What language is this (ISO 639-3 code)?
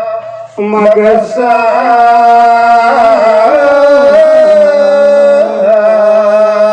sas